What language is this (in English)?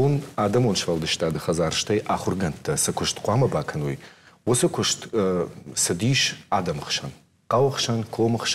Ossetic